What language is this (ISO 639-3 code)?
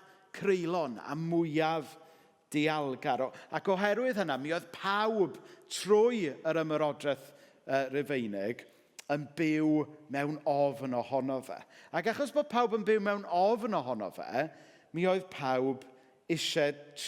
cym